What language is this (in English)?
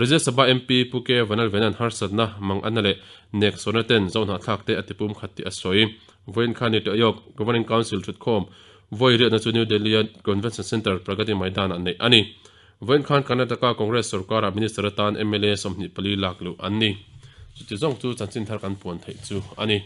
Mizo